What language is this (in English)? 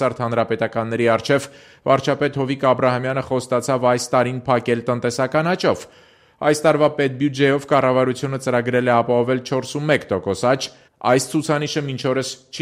Armenian